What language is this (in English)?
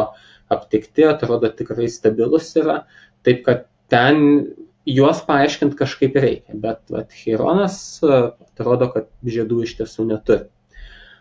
Lithuanian